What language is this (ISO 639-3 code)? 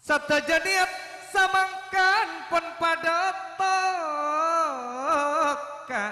mad